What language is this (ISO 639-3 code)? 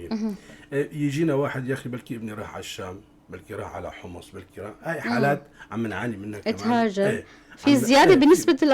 apc